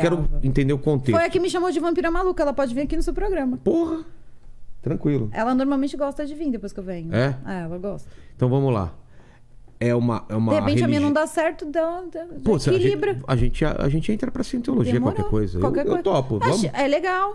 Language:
Portuguese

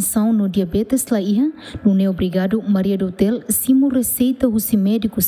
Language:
Tetum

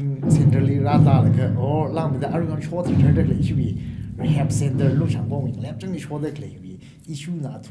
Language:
Tangkhul Naga (India)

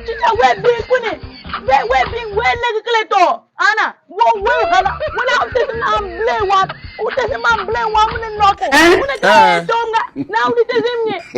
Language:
Tiv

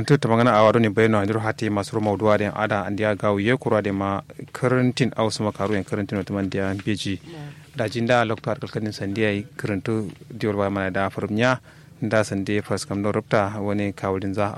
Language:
Kanuri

